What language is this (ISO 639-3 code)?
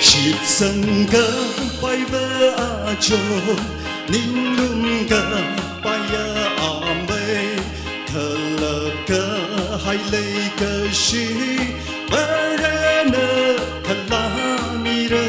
nmf